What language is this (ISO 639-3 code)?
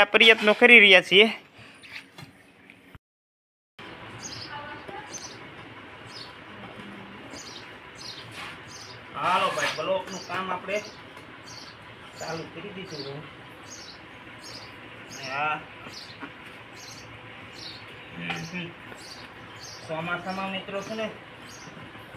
guj